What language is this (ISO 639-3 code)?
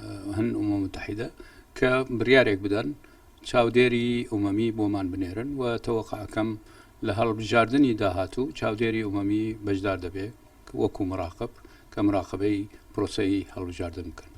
ckb